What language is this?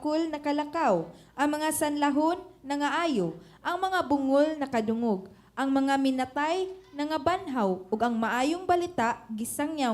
Cebuano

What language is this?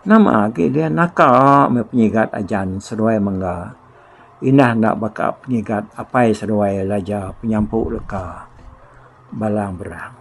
Iban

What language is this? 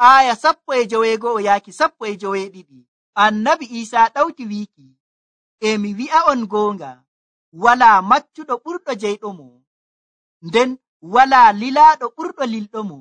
Nigerian Fulfulde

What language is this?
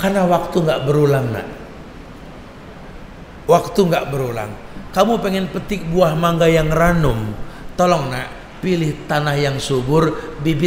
Indonesian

